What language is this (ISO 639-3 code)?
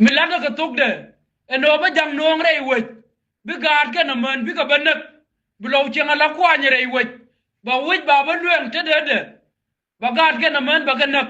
nus